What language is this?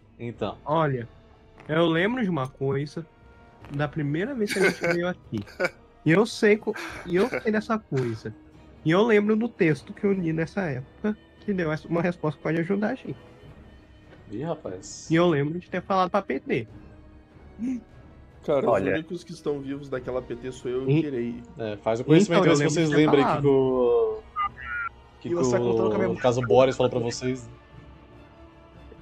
Portuguese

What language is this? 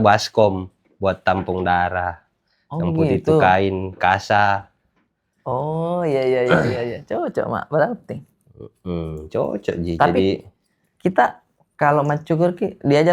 Makassar Malay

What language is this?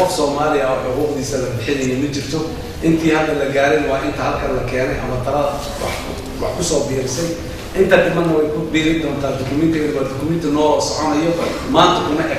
Somali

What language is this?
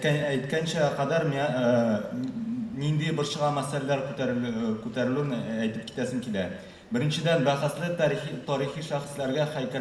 Tatar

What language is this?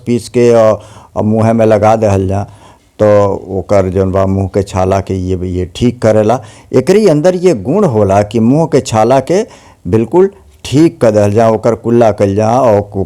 Bhojpuri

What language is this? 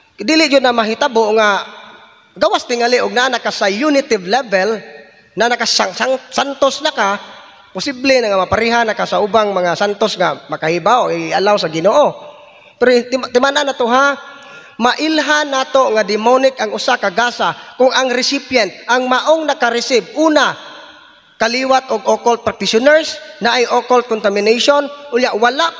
Cebuano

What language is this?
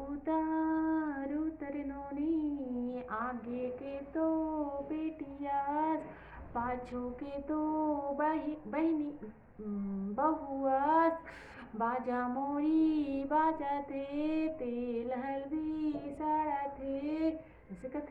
Chhattisgarhi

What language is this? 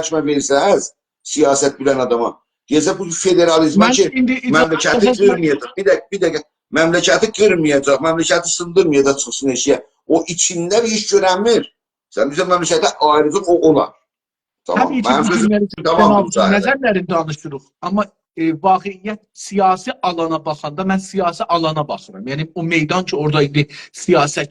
South Azerbaijani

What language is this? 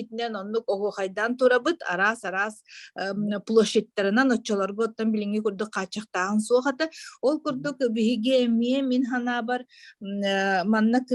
Yakut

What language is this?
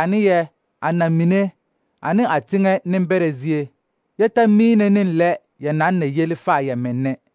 Southern Dagaare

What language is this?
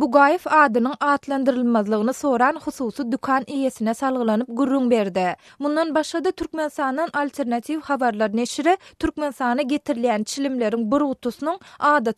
Turkmen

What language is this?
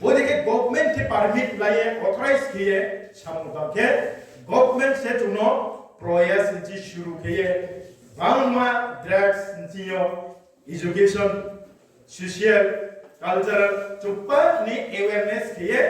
Riang (India)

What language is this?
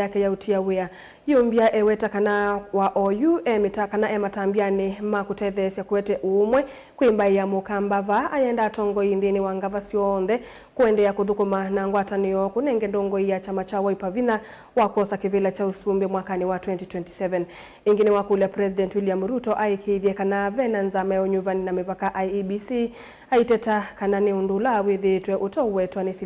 Kamba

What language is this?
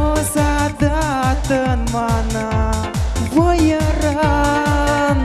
Chuvash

